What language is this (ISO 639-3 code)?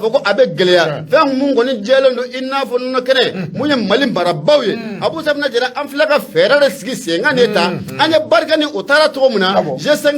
bam